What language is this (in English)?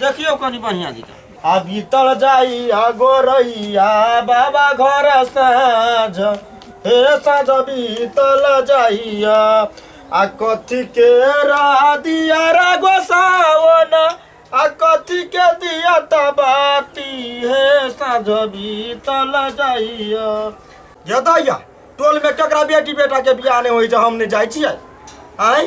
Maithili